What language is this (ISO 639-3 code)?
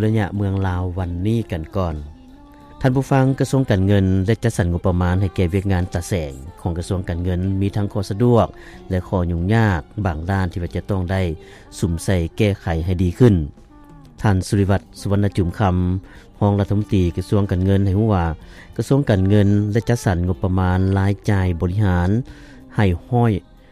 lao